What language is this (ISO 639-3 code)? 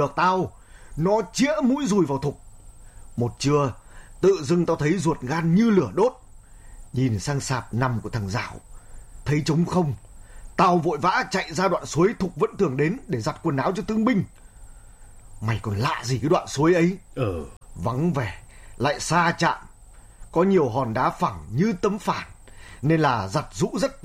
vie